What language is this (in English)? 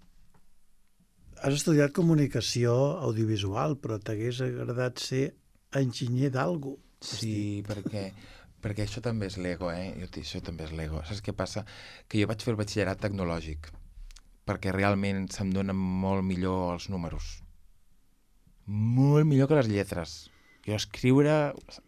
Catalan